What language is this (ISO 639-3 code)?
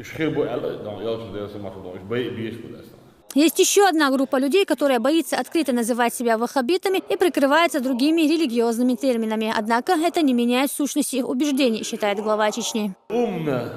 che